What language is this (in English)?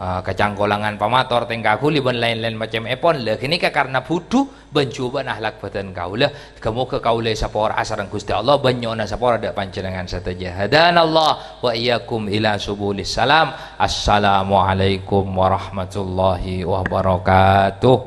Madurese